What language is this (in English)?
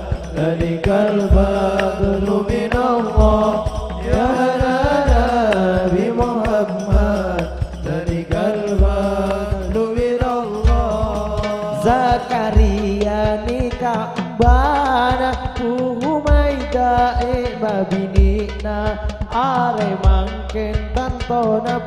Madurese